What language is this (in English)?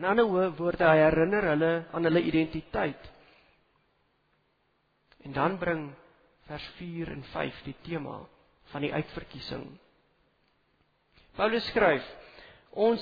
Afrikaans